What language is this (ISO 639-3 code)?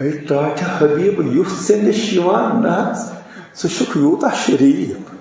kas